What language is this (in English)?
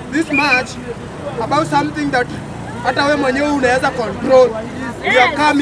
Gusii